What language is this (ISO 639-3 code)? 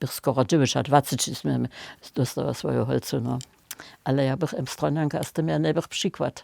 hsb